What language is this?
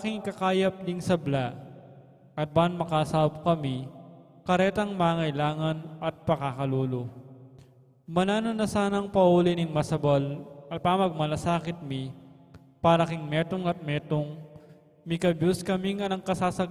Pampanga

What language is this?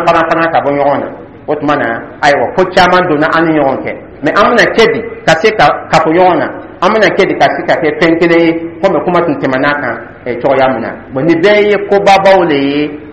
Dyula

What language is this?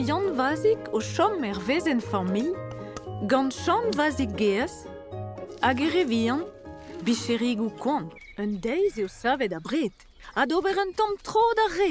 Breton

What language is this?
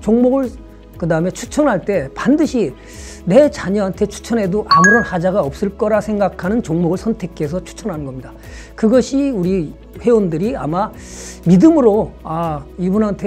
Korean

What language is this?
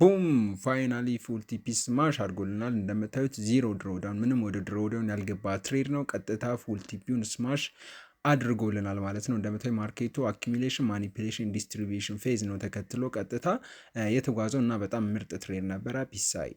Amharic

